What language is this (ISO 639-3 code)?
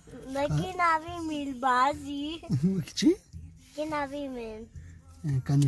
kur